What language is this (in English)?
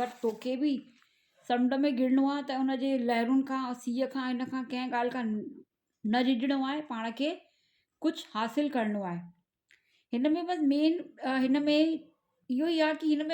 Sindhi